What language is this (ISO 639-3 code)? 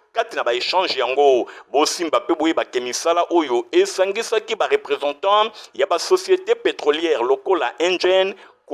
lin